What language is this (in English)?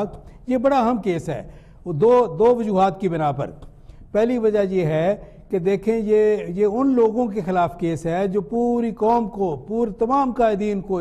Urdu